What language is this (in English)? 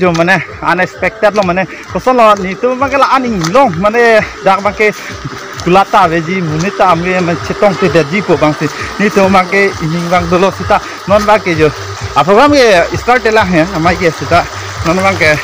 Karbi